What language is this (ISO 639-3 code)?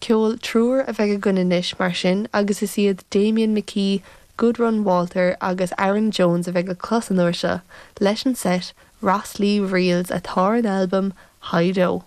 gle